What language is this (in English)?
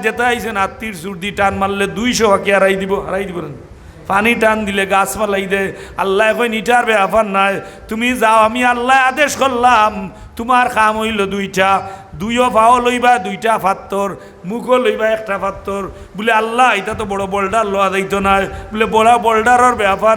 Sylheti